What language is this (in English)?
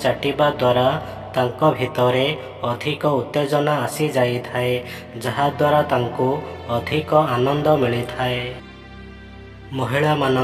Odia